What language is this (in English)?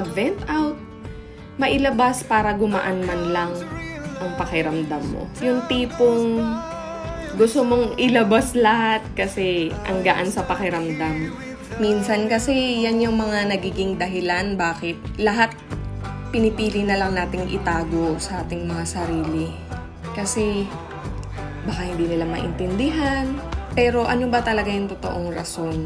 Filipino